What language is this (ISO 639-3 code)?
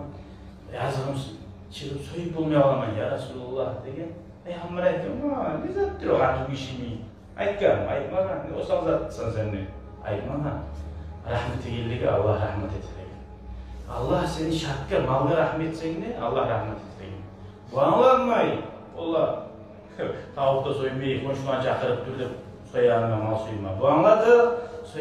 kum